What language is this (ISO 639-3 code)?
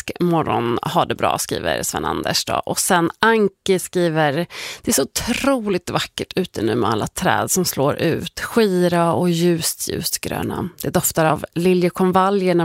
swe